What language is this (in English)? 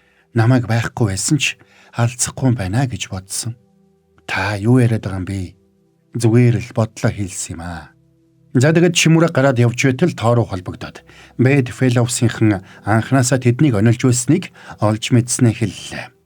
Mongolian